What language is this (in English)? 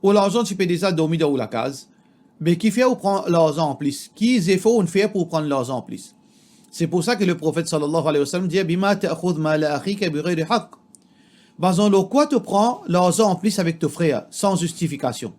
Morisyen